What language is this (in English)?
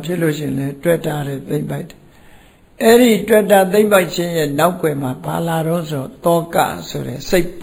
Burmese